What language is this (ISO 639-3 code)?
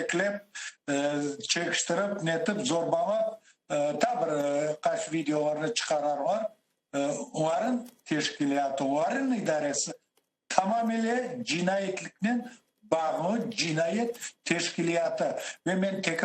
crh